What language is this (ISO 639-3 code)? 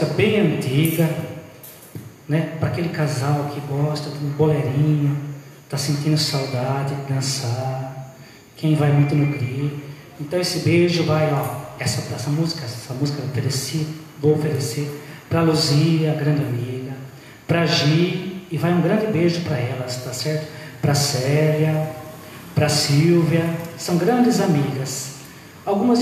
por